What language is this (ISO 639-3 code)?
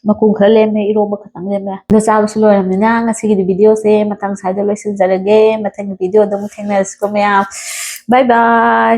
mni